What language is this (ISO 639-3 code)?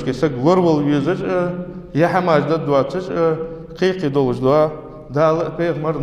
inh